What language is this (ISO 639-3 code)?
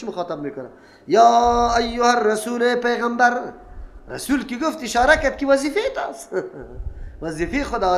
fas